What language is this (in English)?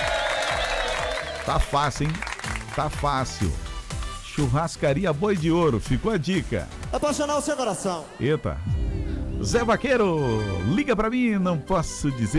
Portuguese